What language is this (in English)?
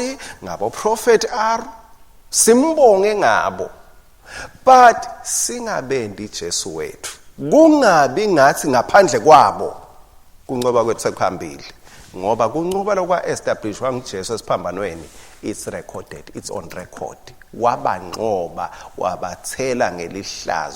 Swati